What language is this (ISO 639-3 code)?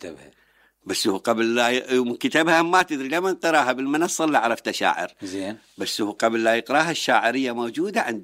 acm